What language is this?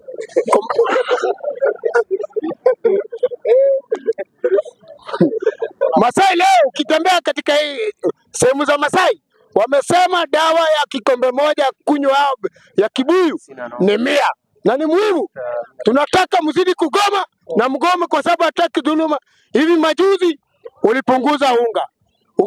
Swahili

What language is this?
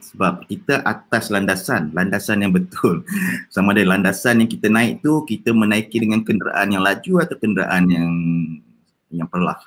Malay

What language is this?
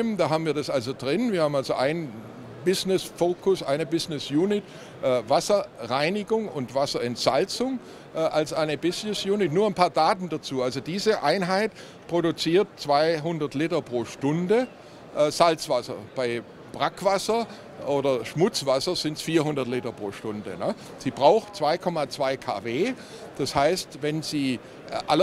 German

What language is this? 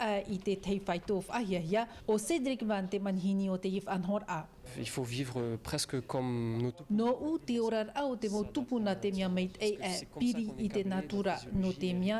Tahitian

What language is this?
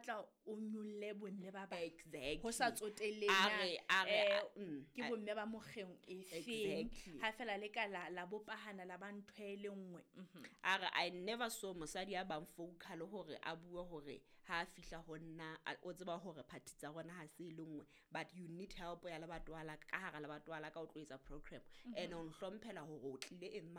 Southern Sotho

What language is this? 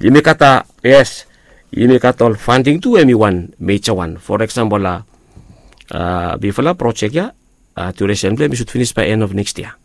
Bislama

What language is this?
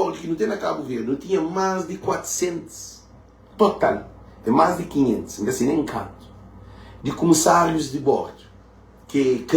Kabuverdianu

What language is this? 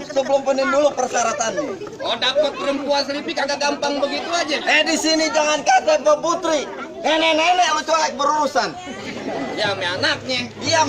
Betawi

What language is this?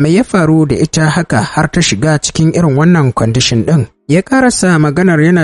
Hausa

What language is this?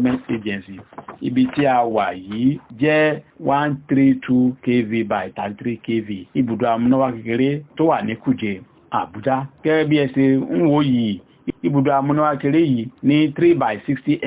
Yoruba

